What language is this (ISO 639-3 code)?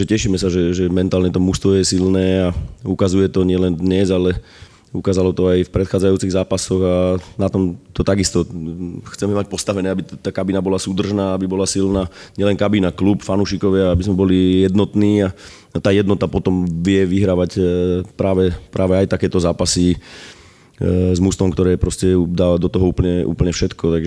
slk